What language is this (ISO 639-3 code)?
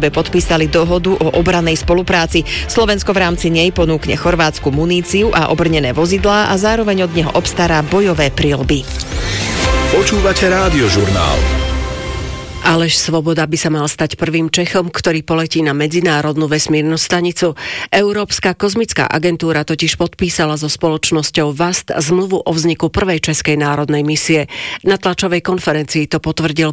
slk